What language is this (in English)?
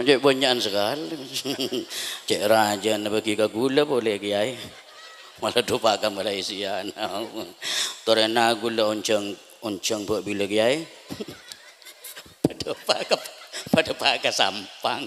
Madurese